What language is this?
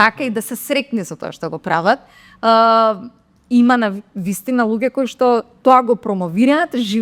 Macedonian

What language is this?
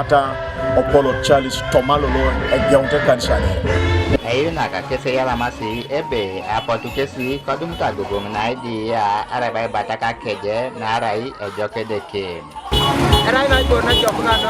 Teso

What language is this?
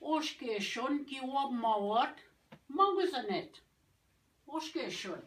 Ojibwa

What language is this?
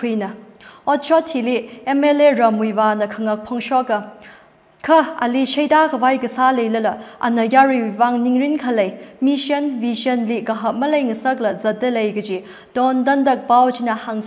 Tangkhul Naga (India)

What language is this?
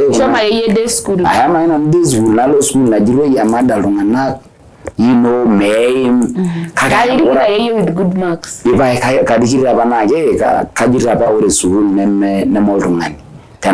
Masai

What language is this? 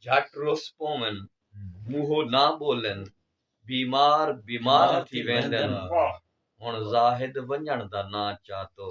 Saraiki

